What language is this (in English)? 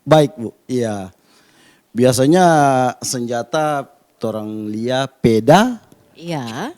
Manado Malay